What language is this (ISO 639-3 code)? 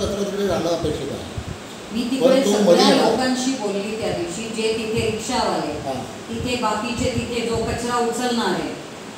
mar